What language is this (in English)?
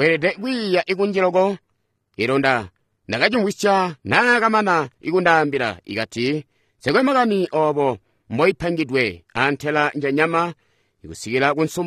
Tonga (Zambia)